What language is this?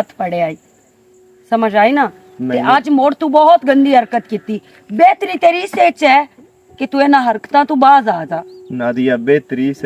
Western Panjabi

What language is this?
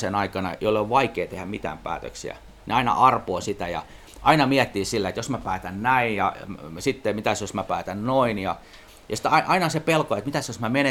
Finnish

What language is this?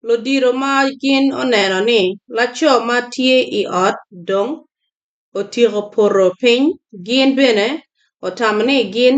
Acoli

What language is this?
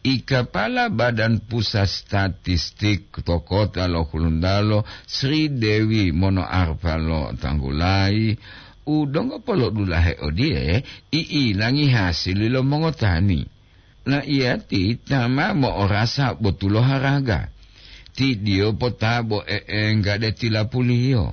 Gorontalo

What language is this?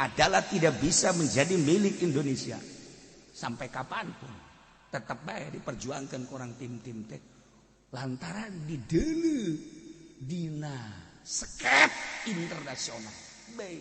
Sundanese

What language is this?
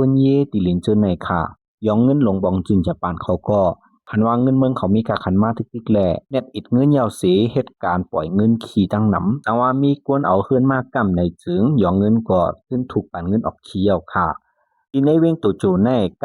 Lao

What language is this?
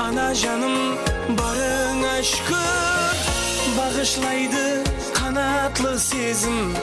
Kara-Kalpak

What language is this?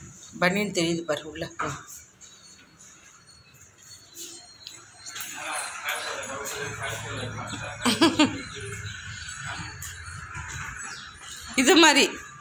Tamil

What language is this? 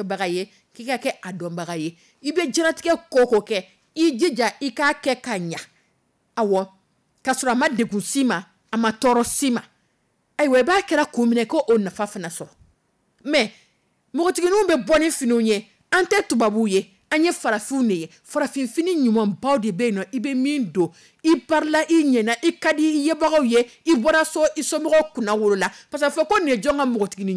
Dyula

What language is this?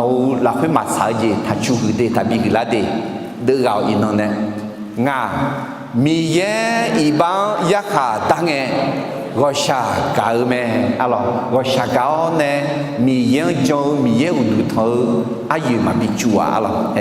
Akha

